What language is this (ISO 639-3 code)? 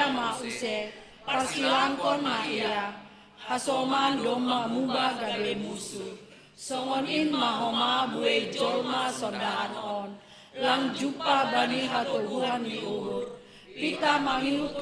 bts